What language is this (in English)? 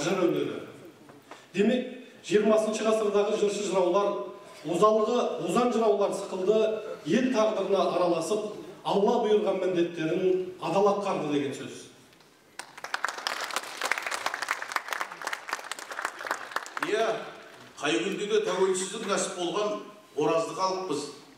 Kazakh